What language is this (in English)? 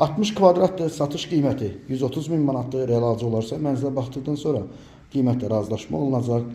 Azerbaijani